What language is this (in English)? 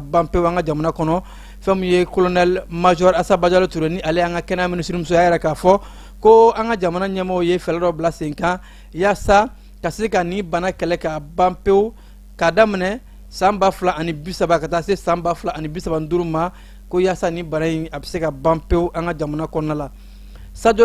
Bambara